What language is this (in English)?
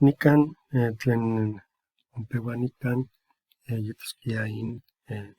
Eastern Huasteca Nahuatl